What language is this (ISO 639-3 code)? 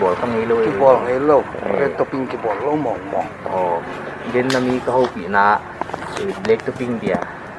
pck